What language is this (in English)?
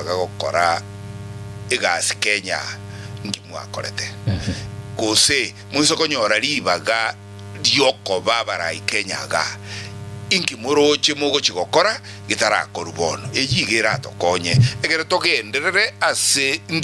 Gusii